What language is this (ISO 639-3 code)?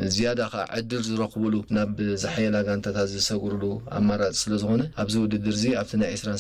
tir